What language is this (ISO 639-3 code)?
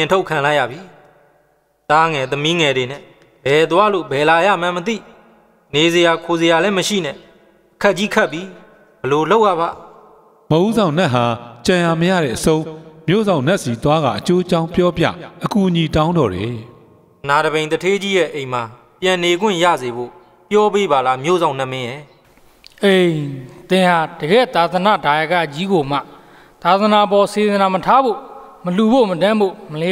mya